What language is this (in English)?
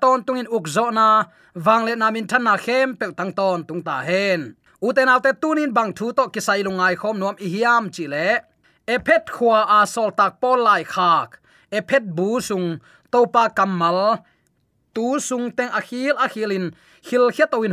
Tedim Chin